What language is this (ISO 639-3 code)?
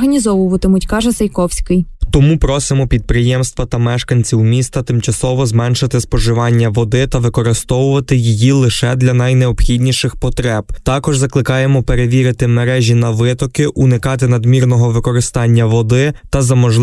ukr